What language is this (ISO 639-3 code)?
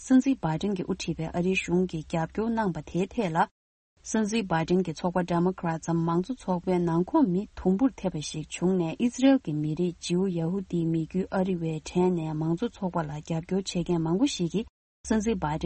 bod